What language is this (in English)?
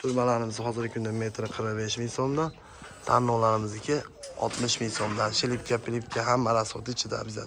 Uzbek